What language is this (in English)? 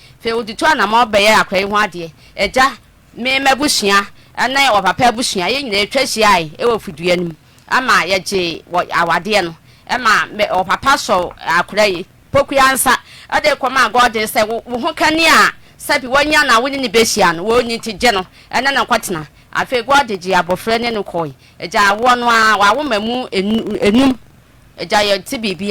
Akan